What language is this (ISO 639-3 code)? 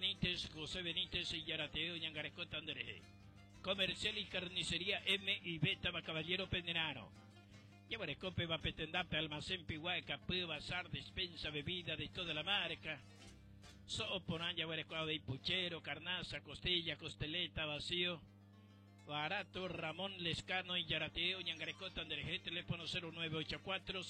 grn